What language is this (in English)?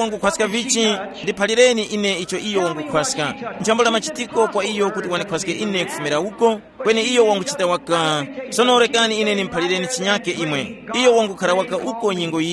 Tumbuka